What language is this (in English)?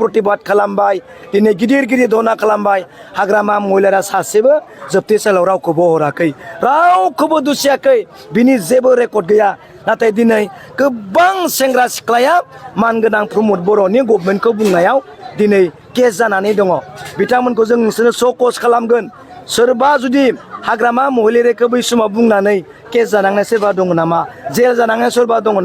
Bodo